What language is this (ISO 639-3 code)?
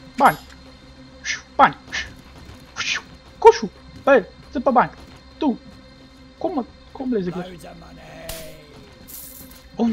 ron